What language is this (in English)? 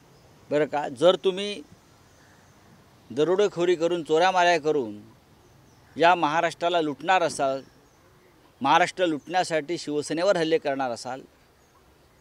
Marathi